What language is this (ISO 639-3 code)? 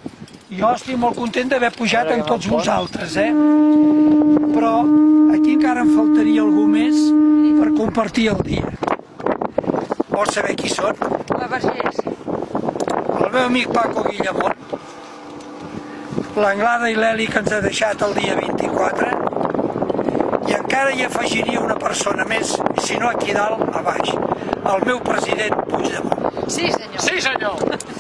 cat